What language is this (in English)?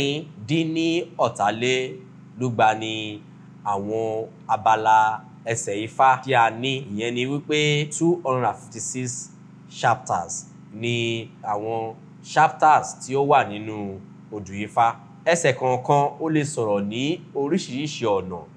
Yoruba